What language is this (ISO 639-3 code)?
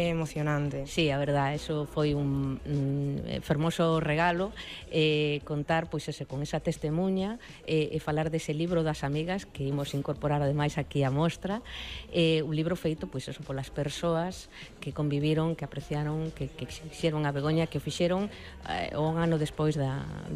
glg